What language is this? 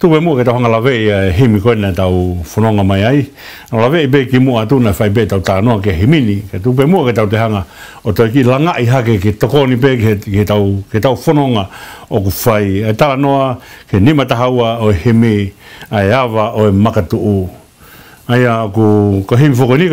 Tongan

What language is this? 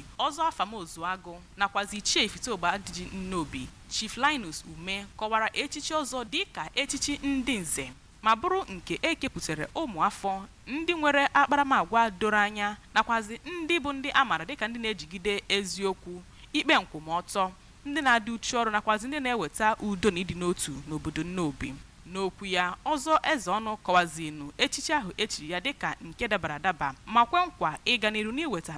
Igbo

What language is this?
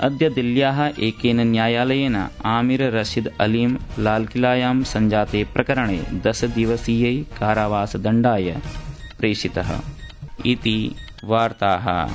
Sanskrit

